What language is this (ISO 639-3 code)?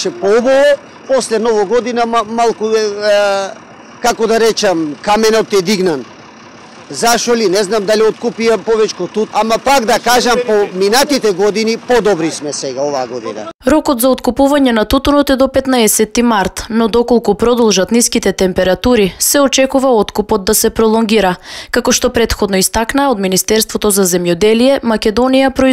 mkd